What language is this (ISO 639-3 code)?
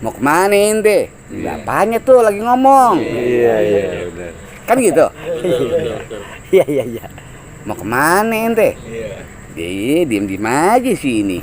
bew